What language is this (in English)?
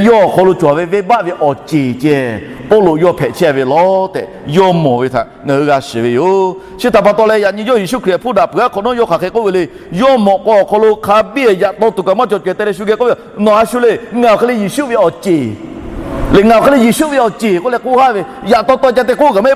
Lahu